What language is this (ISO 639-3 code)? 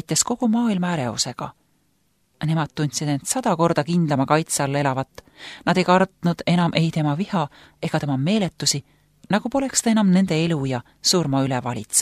est